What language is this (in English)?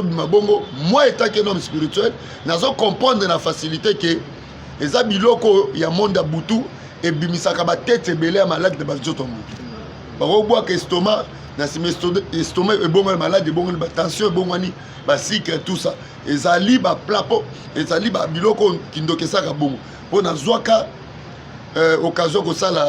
Lingala